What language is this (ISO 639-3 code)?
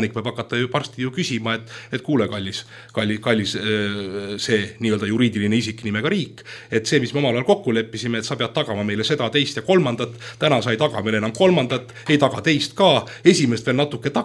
est